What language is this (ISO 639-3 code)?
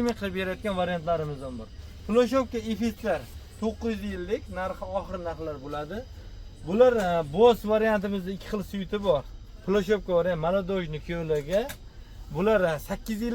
uzb